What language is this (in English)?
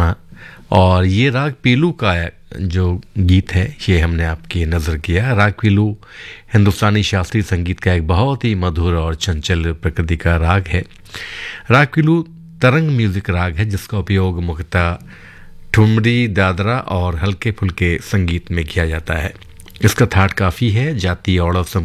Hindi